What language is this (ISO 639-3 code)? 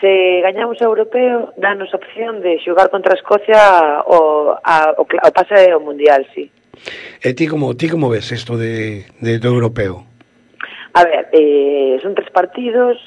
glg